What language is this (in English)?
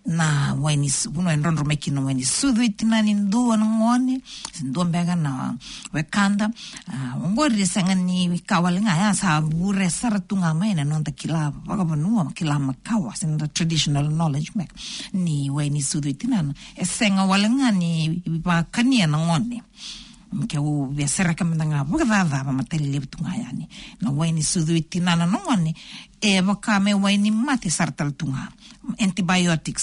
Fijian